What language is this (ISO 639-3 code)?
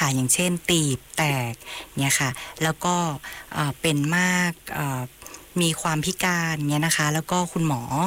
tha